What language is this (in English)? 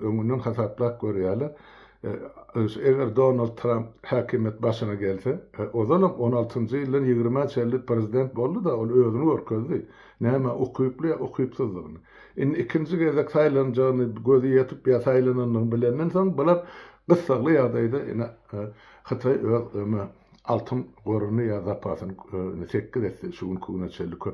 Turkmen